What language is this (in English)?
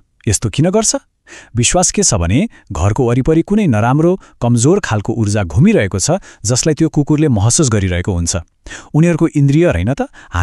Nepali